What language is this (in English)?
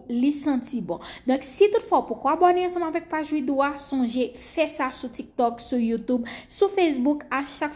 Haitian Creole